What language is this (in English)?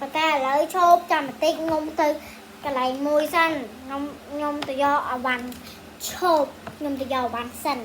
Khmer